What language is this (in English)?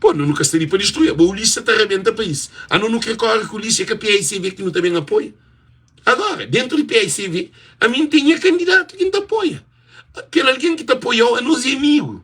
Kabuverdianu